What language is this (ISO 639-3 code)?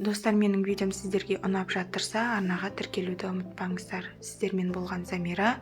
kaz